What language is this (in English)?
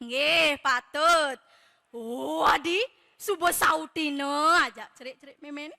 Balinese